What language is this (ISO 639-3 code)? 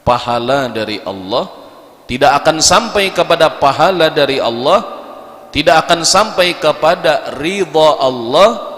bjn